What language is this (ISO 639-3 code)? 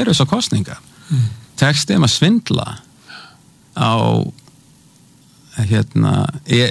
isl